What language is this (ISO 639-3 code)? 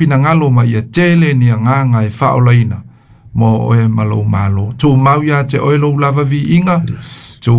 smo